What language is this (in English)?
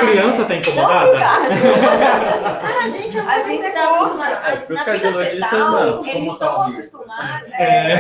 Portuguese